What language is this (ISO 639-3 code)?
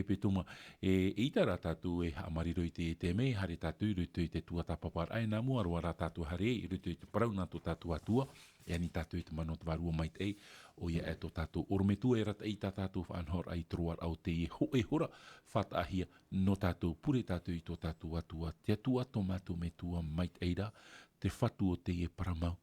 tah